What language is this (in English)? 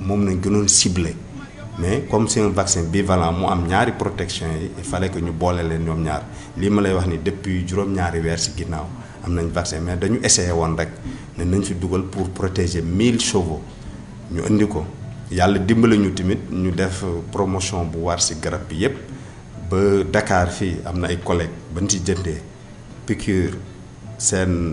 Wolof